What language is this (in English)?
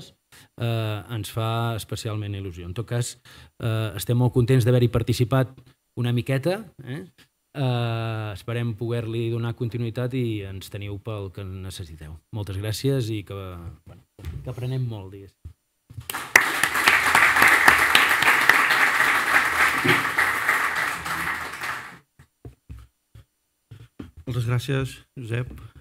Catalan